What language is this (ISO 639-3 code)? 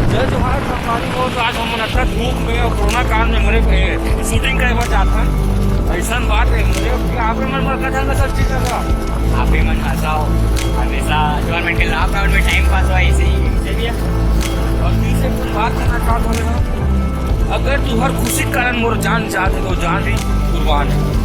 hne